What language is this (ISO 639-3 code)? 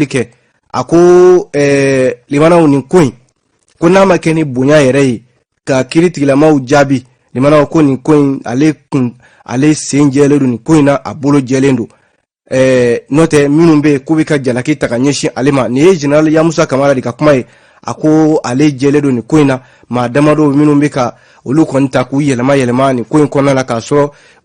bam